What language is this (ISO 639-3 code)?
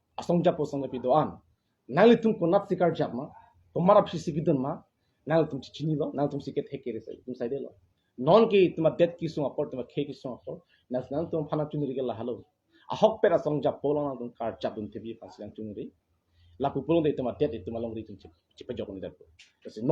mjw